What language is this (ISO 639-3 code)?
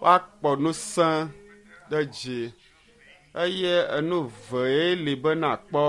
ewe